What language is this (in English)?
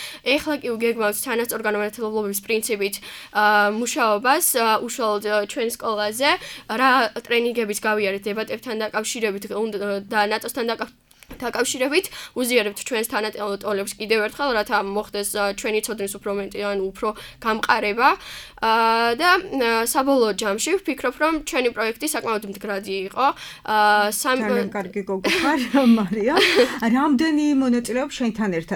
Georgian